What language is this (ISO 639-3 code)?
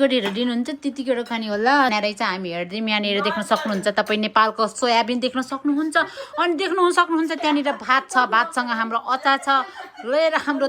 nep